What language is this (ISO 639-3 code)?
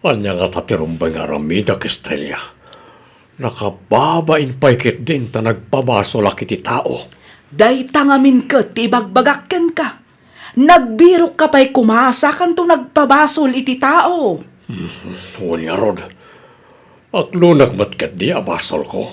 ilo